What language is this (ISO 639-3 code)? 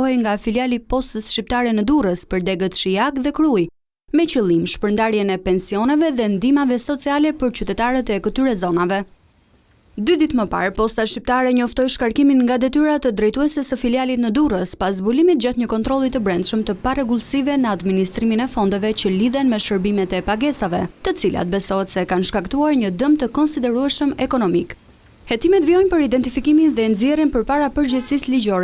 sqi